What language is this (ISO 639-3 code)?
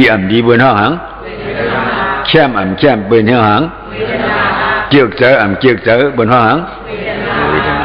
shn